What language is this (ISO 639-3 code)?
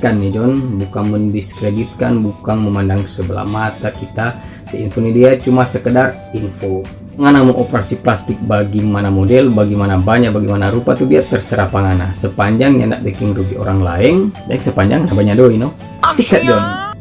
xmm